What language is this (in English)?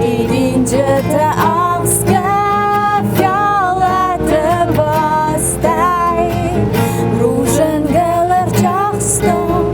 Ossetic